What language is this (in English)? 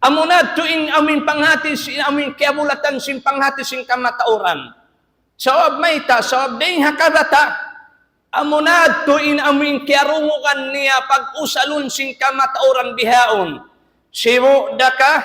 Tausug